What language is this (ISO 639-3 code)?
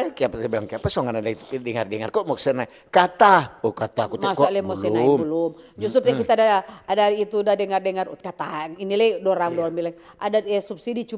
xmm